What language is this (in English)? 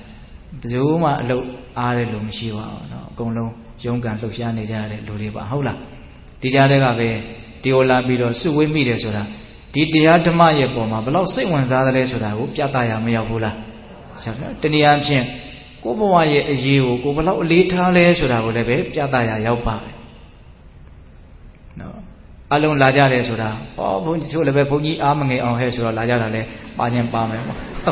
Burmese